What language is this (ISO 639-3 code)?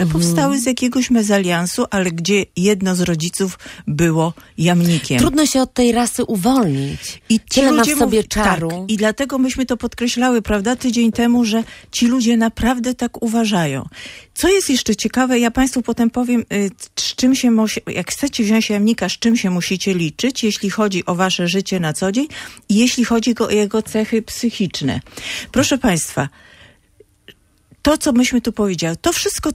pol